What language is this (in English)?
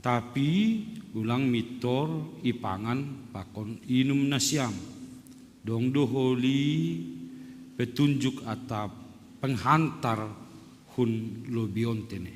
Batak Simalungun